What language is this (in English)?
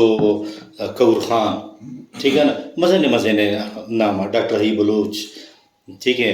Brahui